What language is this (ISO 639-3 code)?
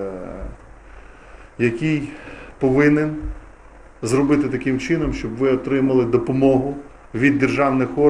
ukr